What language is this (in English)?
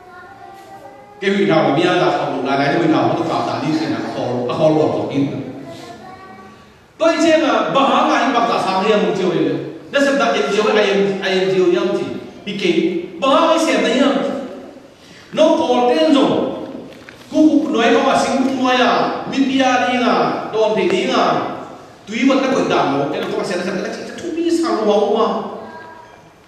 Vietnamese